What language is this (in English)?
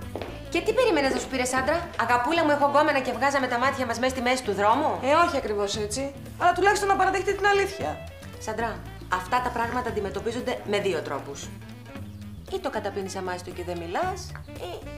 Greek